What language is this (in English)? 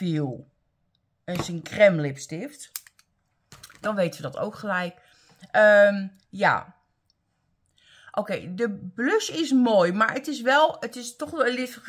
Dutch